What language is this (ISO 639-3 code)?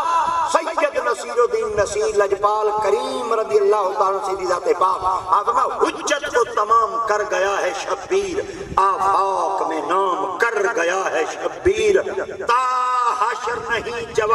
skr